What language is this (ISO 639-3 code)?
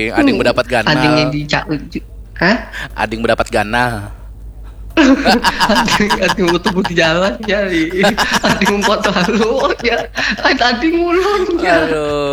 bjn